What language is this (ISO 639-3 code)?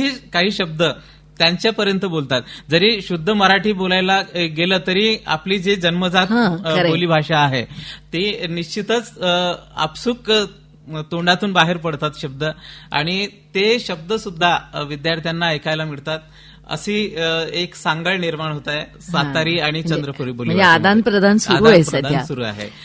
mar